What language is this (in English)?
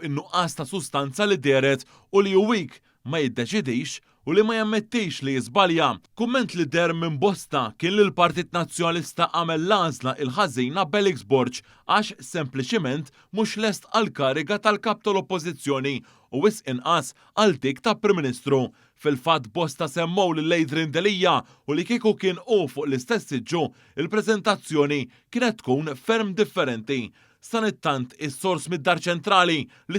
Maltese